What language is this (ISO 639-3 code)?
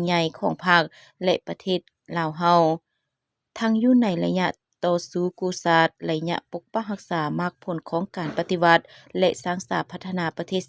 lao